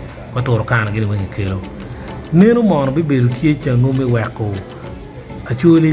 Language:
Acoli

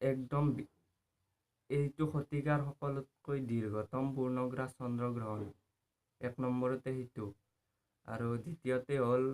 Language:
Assamese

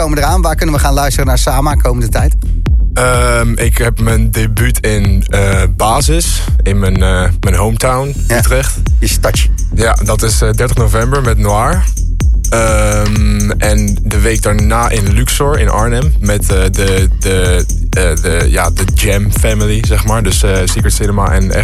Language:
Dutch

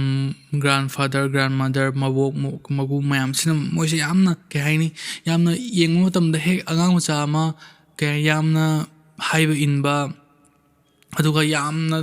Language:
Manipuri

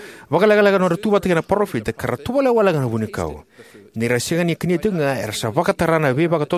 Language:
Fijian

